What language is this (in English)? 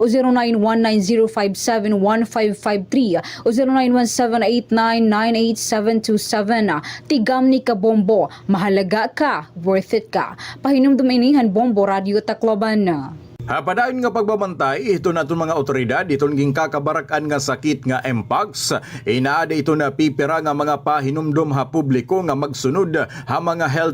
Waray